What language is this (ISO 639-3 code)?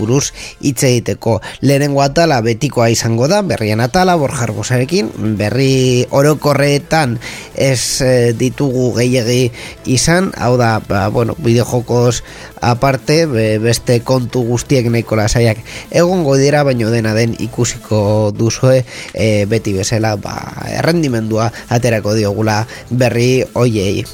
eus